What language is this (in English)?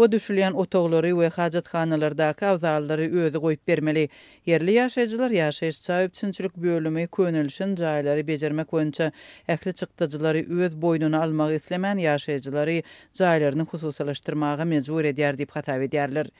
Turkmen